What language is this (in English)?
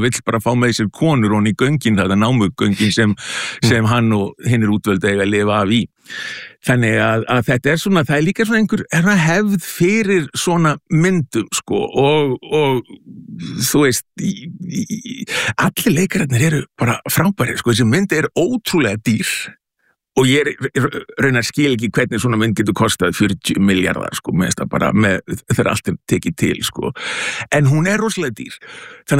Icelandic